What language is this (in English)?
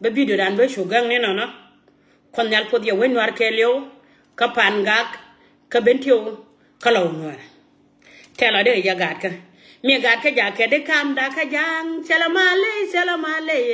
Nuer